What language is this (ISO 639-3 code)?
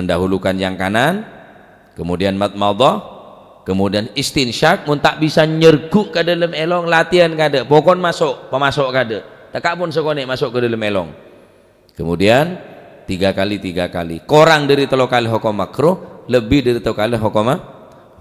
mad